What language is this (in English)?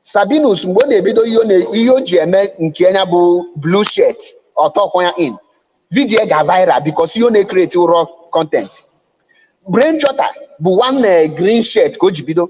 Igbo